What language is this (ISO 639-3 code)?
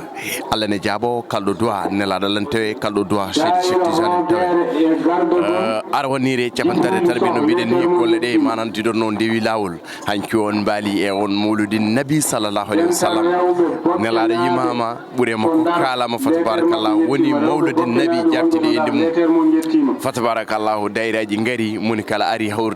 ful